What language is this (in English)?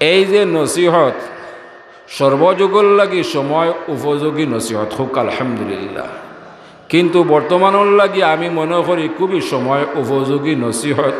Sylheti